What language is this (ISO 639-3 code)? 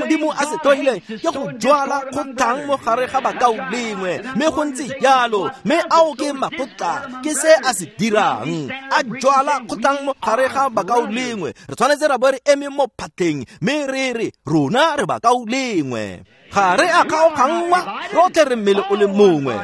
tsn